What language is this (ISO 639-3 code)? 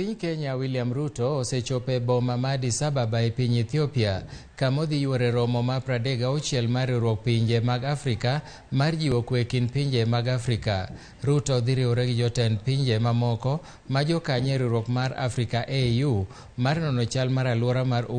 luo